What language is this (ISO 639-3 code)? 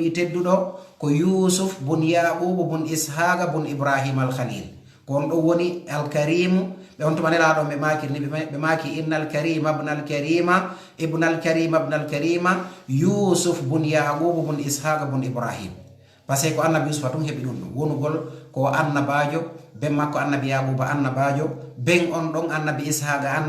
ful